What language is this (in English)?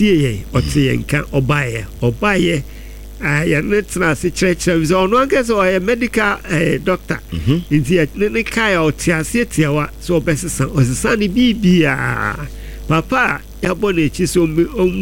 Akan